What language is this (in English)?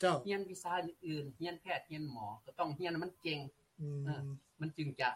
Lao